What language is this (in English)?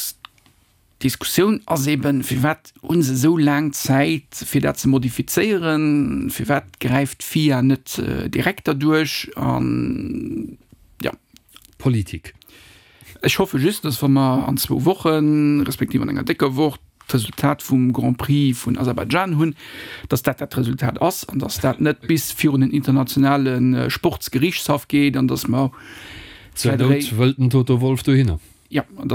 Luxembourgish